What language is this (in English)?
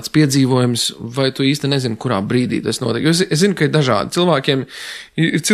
Latvian